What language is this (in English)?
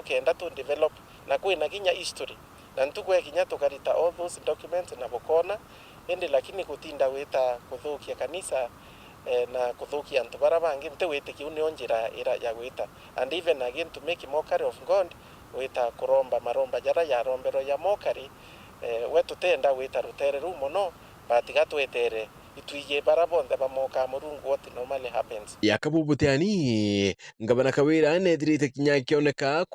Meru